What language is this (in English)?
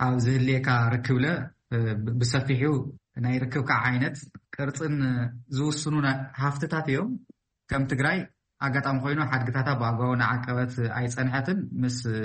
Tigrinya